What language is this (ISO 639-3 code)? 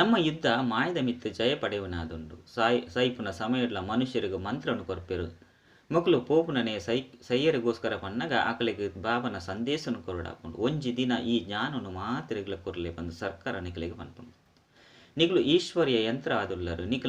tcy